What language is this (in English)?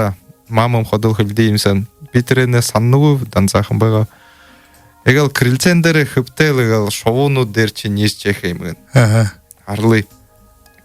Buriat